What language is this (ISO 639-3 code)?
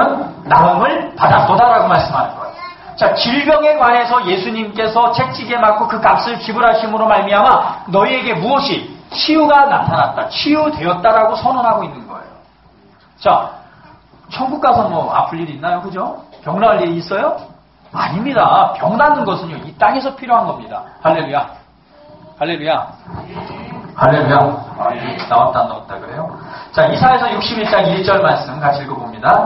kor